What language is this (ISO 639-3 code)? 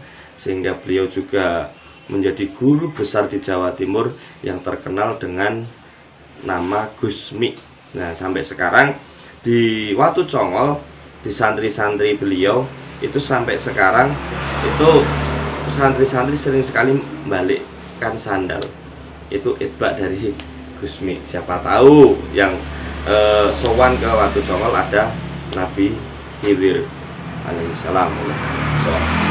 ind